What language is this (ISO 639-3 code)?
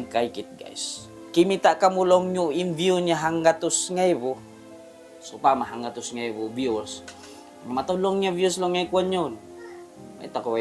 tsg